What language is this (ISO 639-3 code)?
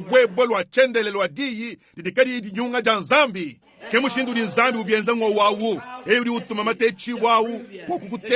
lua